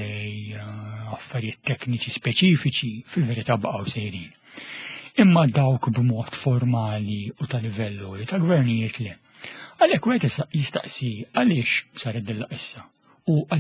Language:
Maltese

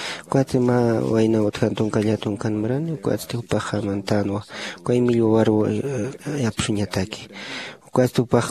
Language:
Aymara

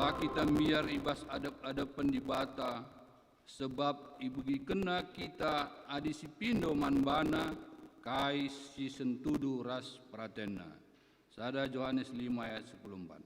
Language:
Batak Karo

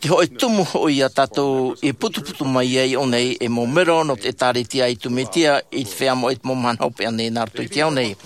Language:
Tahitian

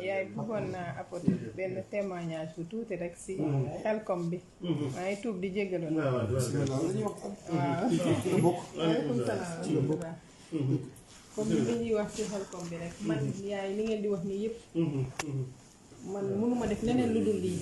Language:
Wolof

